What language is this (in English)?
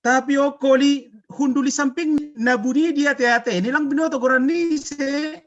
Batak Simalungun